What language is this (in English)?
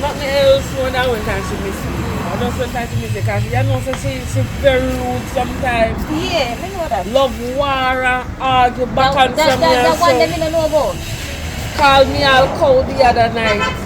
Jamaican Creole English